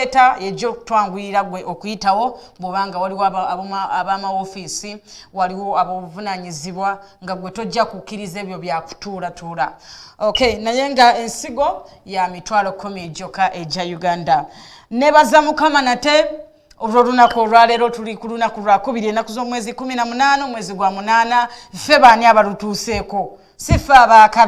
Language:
Ganda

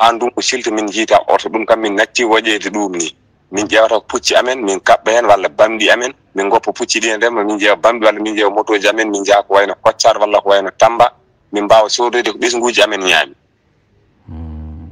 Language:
Fula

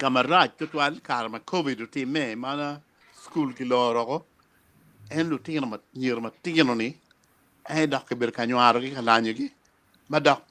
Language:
Acoli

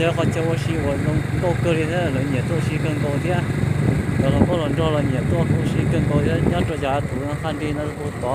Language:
Hmong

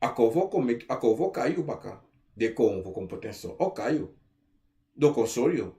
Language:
Sranan Tongo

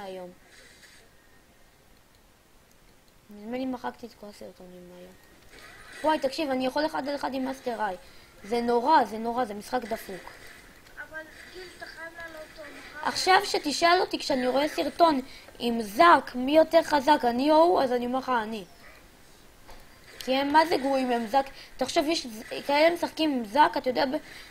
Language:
Hebrew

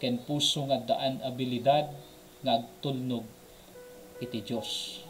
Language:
Iloko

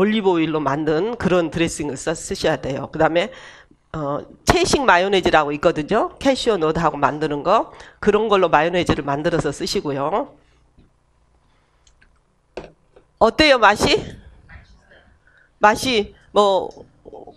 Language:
Korean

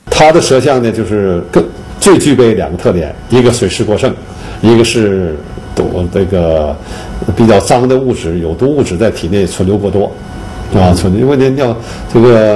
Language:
Chinese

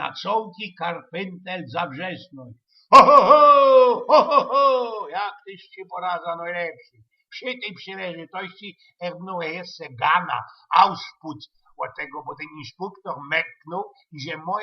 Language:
Silesian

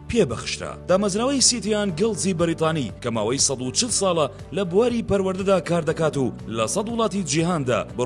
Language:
Central Kurdish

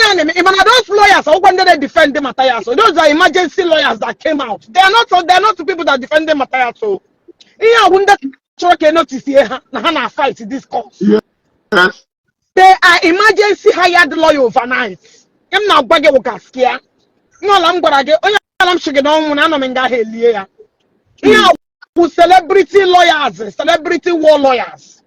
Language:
Igbo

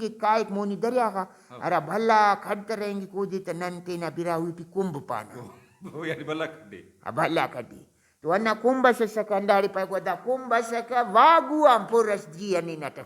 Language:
Brahui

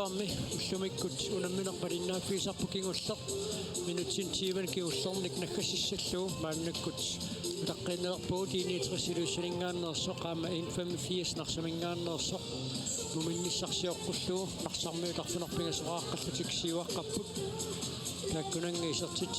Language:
Kalaallisut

